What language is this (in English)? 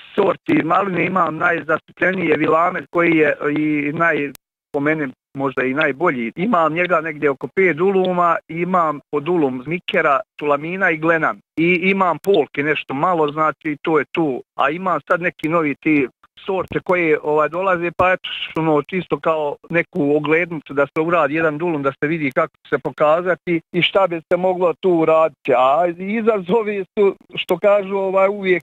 Bosnian